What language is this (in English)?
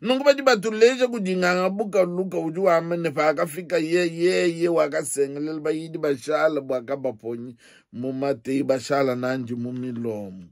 Luba-Lulua